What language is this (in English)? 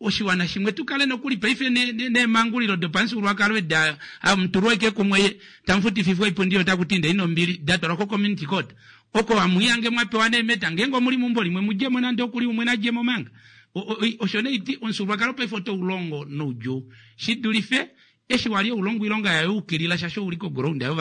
Kuanyama